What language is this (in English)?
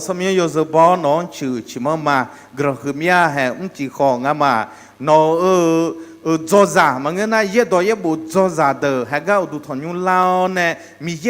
Akha